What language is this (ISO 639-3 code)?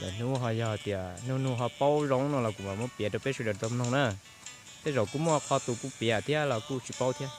hmn